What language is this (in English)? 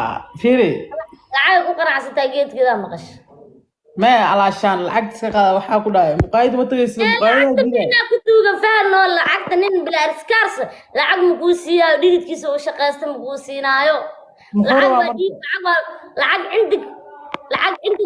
Somali